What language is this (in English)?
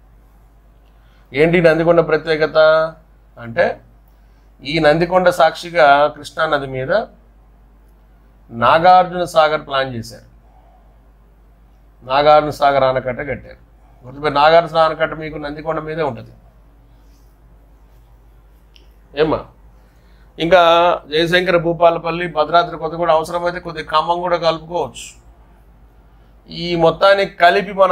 Telugu